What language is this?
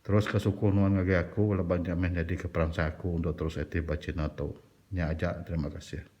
Iban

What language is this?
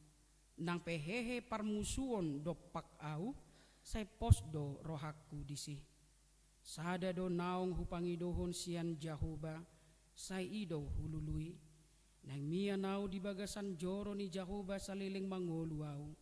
Batak Toba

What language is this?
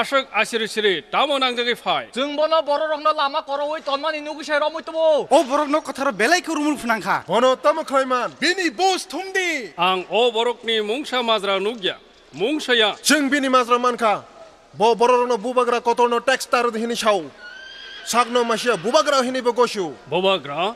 Kok Borok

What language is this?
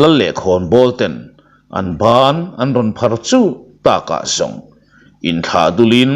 Mizo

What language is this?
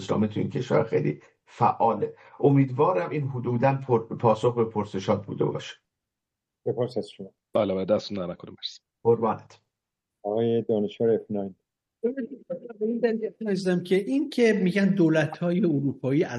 Persian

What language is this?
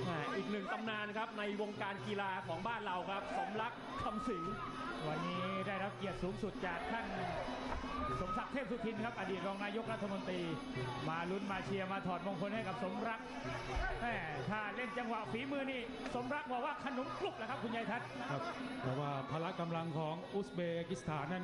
Thai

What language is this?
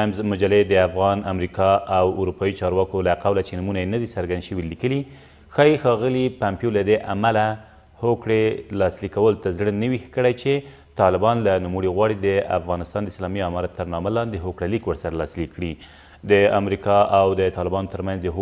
Pashto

